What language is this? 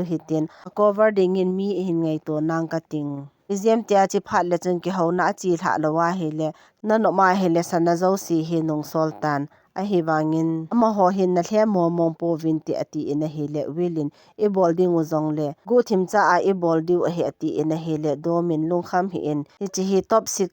Thado Chin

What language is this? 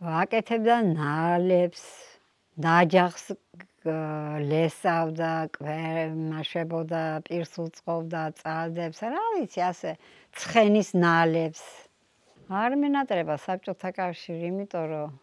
Georgian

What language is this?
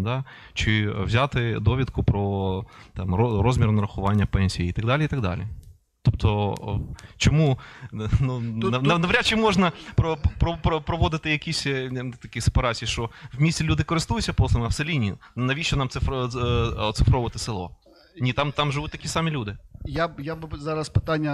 Ukrainian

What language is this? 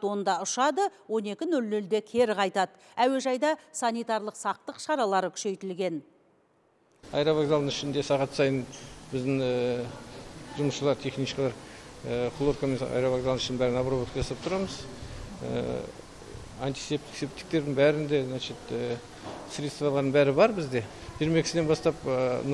Kazakh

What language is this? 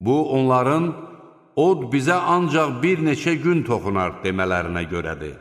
Azerbaijani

